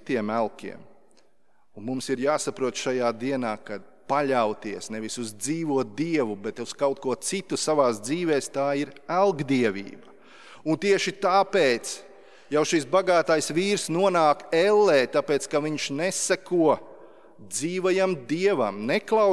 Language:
Latvian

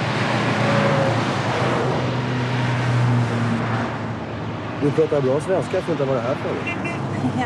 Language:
Swedish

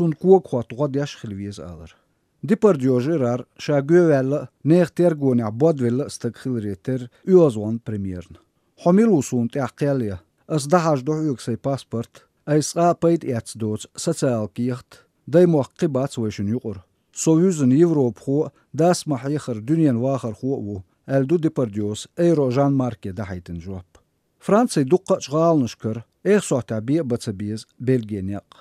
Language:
Chechen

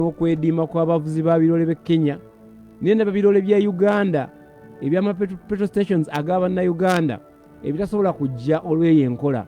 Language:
Ganda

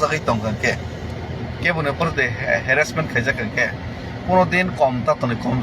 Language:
Kok Borok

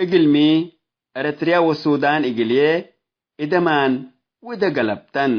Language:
Tigre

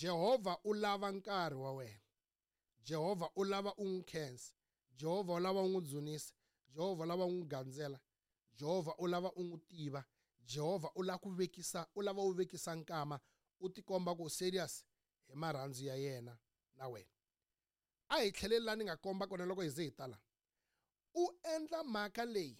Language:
Tsonga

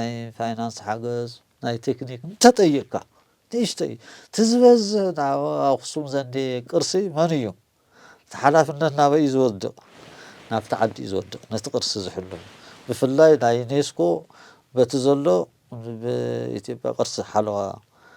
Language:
Tigrinya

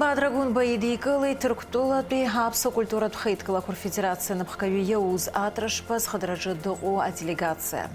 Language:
Abkhazian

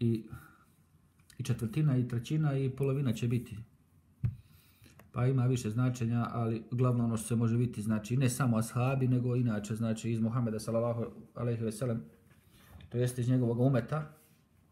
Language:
Bosnian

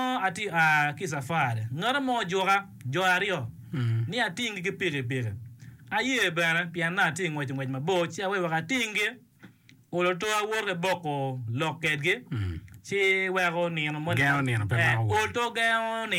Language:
Acoli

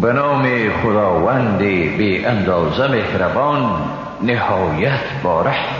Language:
Persian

